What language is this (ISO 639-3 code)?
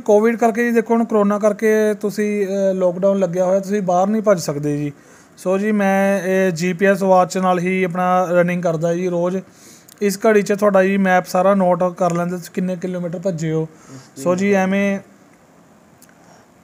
pan